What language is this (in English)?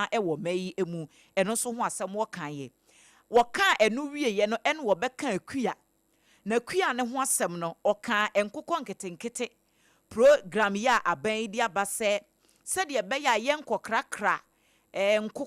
Akan